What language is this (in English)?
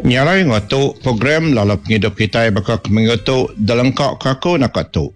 Iban